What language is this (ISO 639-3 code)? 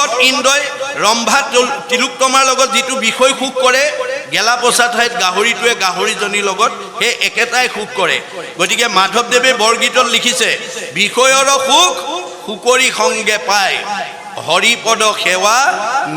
asm